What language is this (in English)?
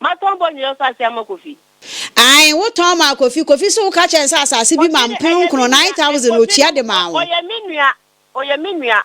Akan